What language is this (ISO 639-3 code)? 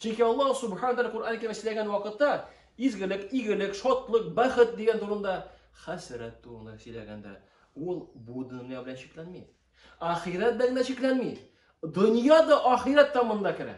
tat